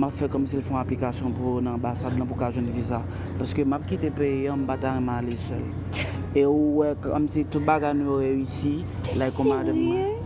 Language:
Haitian Creole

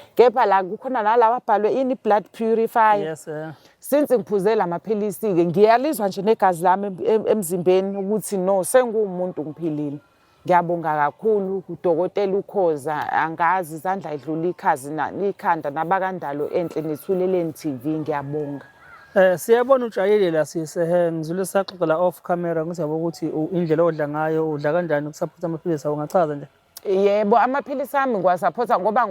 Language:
Zulu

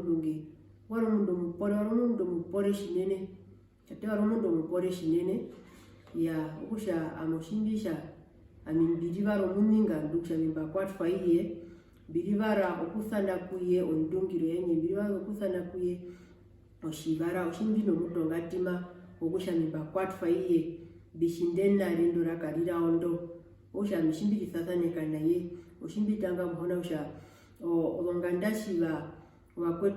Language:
Herero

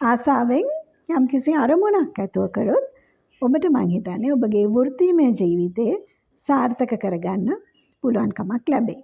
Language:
Sinhala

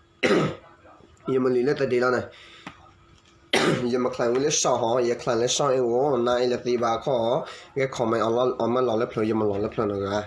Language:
S'gaw Karen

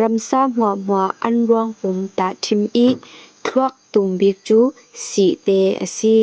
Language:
Falam Chin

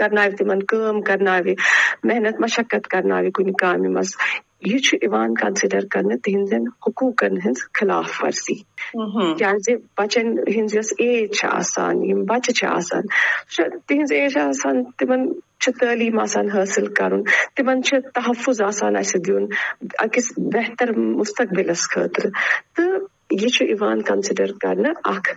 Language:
Kashmiri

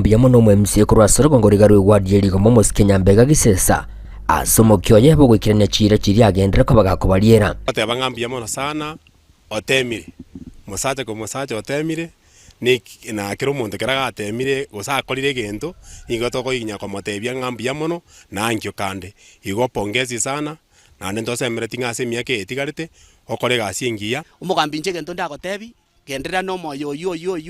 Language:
Gusii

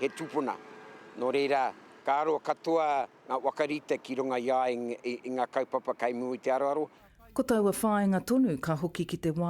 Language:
Māori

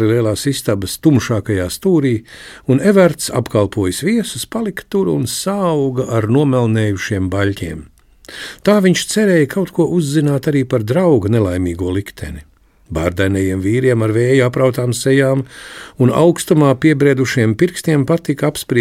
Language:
Latvian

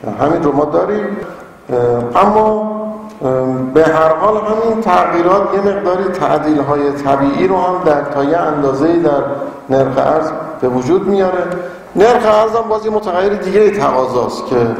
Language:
Persian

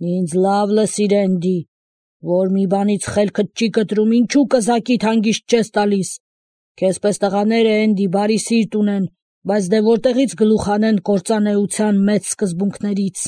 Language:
Armenian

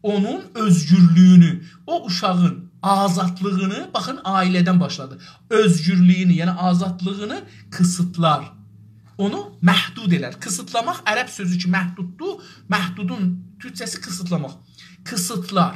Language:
South Azerbaijani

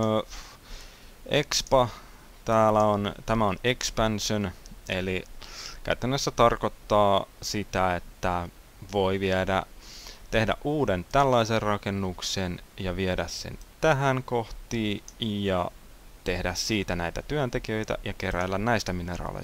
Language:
Finnish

